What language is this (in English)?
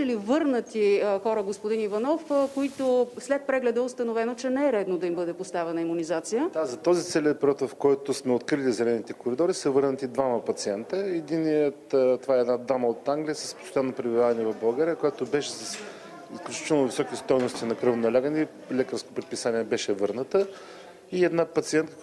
Bulgarian